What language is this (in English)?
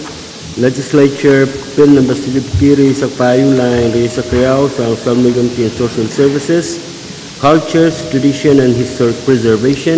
Pohnpeian